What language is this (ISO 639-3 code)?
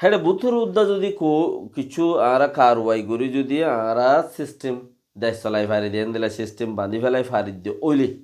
rhg